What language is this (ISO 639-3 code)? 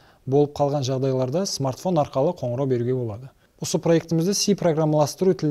kaa